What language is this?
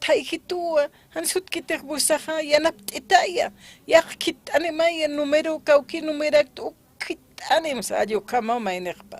Aymara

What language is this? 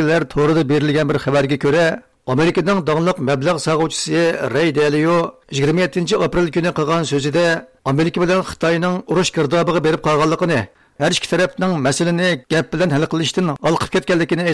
Uyghur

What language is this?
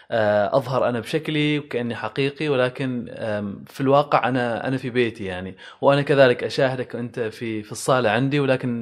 Gulf Arabic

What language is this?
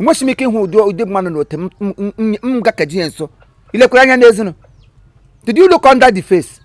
Igbo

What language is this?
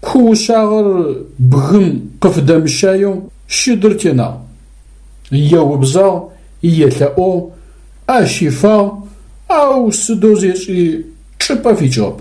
Adyghe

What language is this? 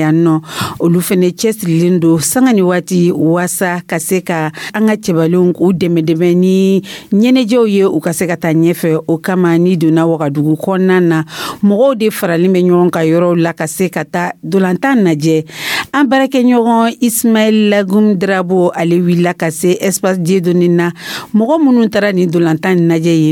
Dyula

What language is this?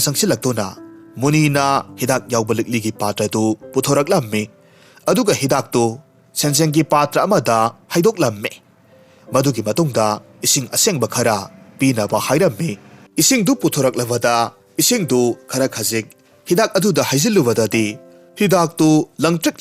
Manipuri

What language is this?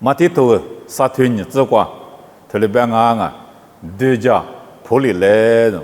Lisu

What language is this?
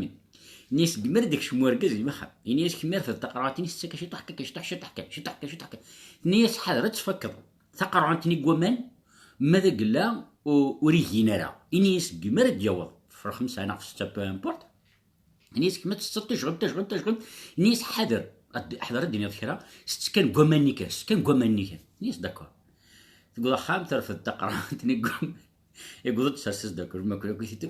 Kabyle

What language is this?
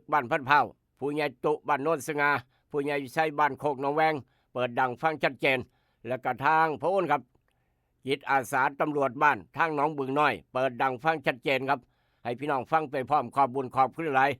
Northeastern Thai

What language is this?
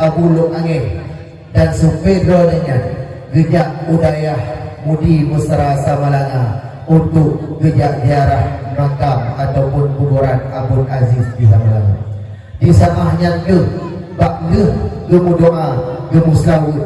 Achinese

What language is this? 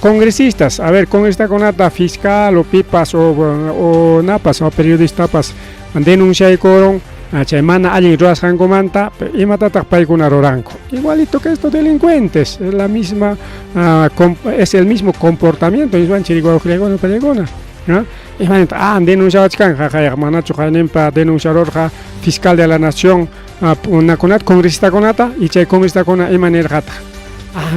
Ayacucho Quechua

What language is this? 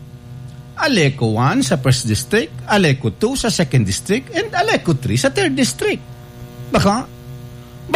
Bikol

